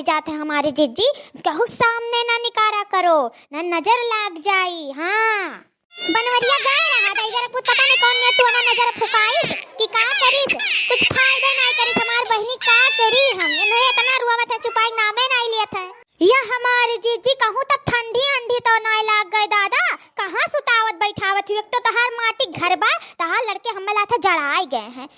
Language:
Awadhi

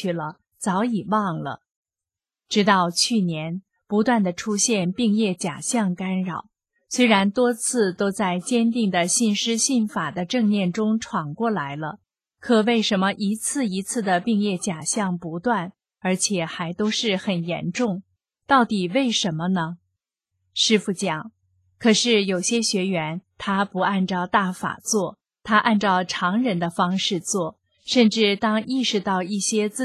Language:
Chinese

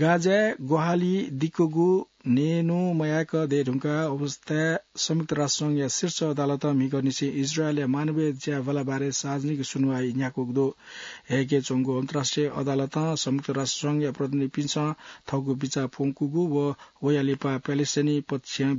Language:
Newari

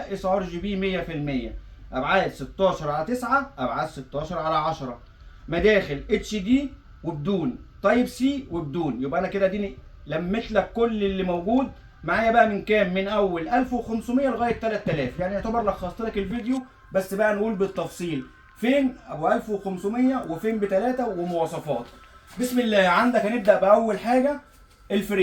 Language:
Egyptian Arabic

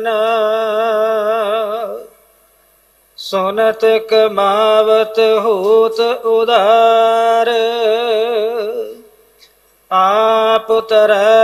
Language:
Punjabi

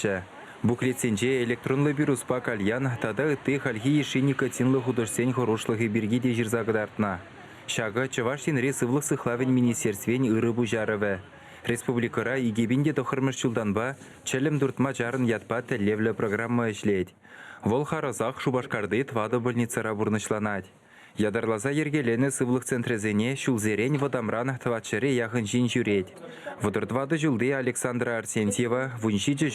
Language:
Chuvash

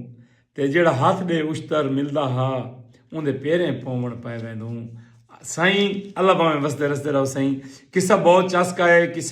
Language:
Saraiki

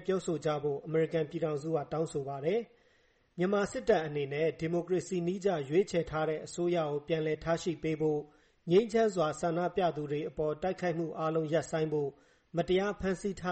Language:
Burmese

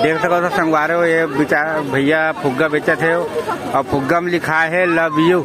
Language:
Chhattisgarhi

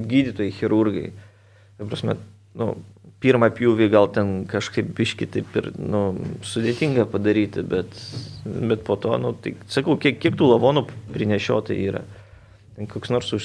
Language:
Lithuanian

